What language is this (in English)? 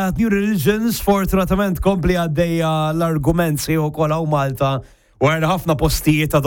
Maltese